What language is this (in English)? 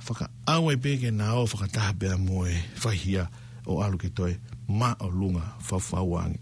Tongan